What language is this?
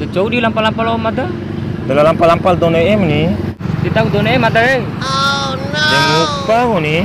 Bima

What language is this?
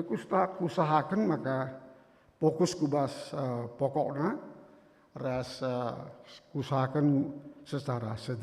Batak Karo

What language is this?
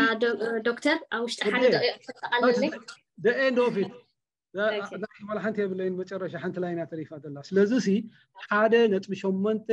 Tigrinya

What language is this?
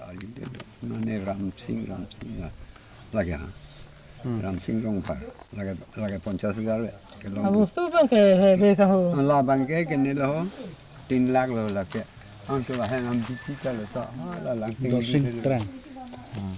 Karbi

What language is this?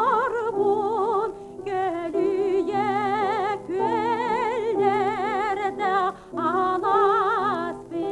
Yakut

